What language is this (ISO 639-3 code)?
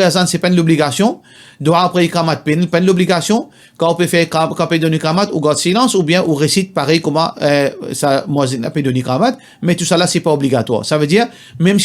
mfe